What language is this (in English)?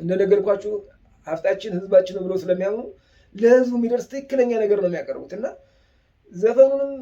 Amharic